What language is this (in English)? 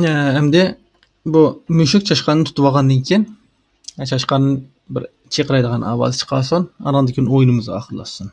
Uyghur